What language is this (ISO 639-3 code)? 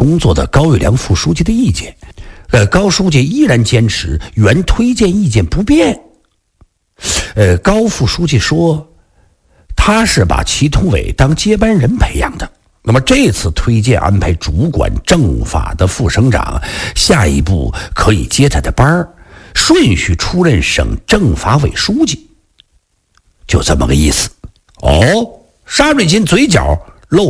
zho